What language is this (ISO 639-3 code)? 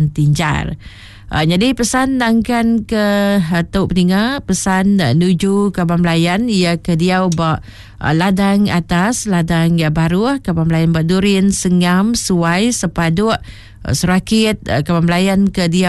iba